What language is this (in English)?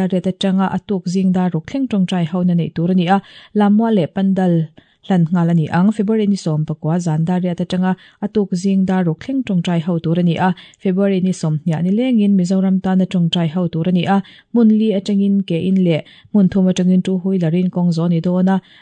Mizo